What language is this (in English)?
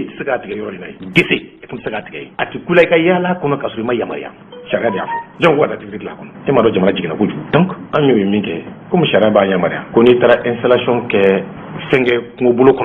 Bambara